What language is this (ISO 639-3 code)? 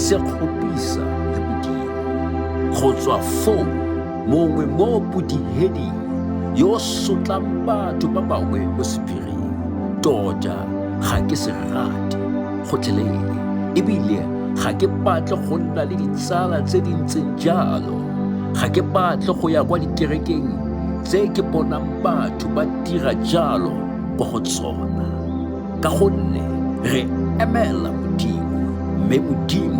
tsn